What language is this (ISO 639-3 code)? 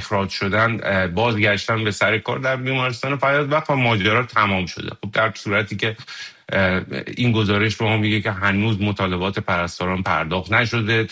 fas